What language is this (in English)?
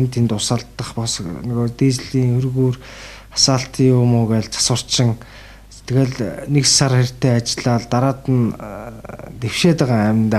Mongolian